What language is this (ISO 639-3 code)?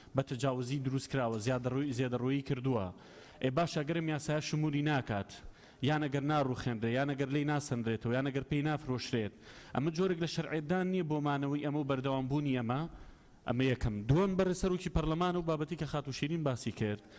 ckb